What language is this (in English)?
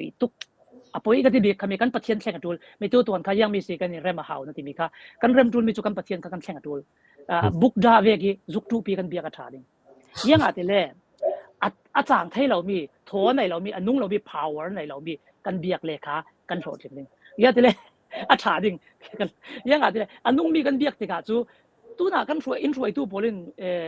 Falam Chin